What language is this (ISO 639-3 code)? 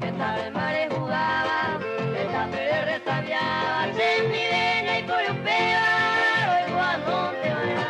grn